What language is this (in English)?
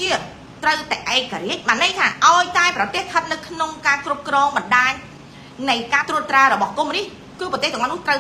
Khmer